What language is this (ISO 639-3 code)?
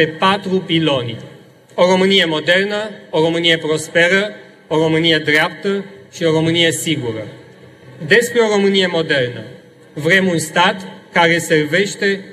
ron